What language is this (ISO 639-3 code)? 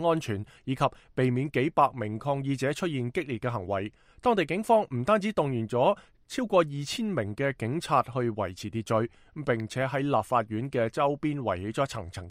yue